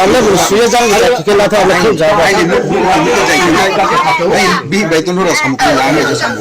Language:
Riang (India)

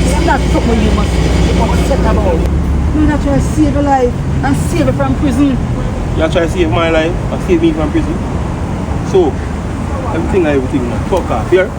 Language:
Jamaican Creole English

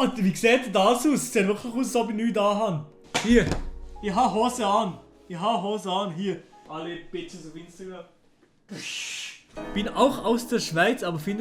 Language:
Swiss German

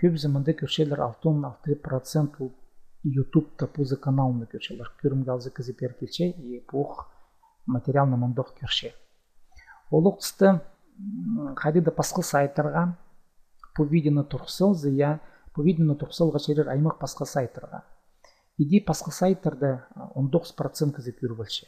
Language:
Khakas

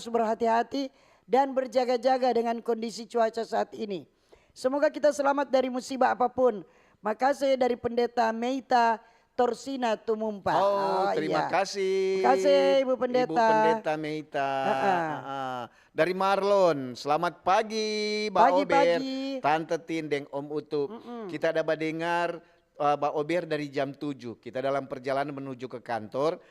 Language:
Manado Malay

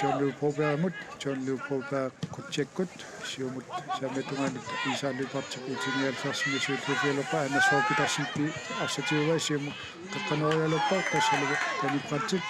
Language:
Kalaallisut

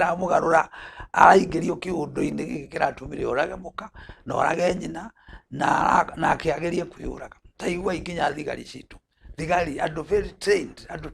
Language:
Kikuyu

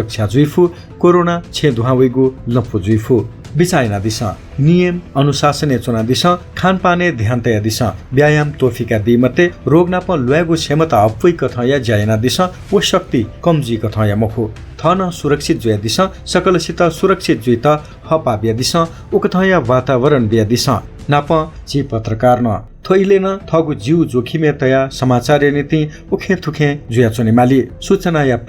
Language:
Newari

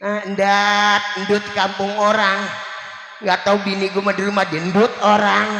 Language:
Betawi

